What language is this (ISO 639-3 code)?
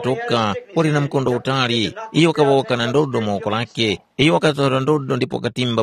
tum